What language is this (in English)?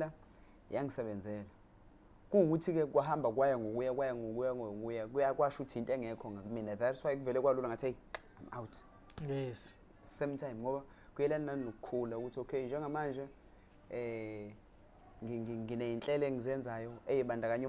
Zulu